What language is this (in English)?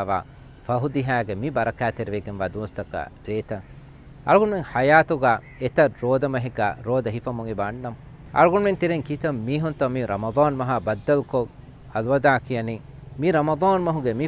Divehi